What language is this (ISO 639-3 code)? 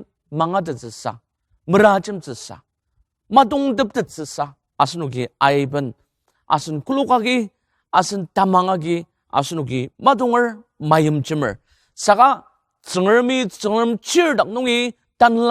njo